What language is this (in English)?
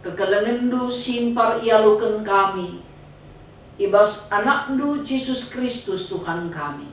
Batak Karo